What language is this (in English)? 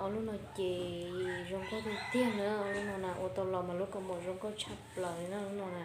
Hmong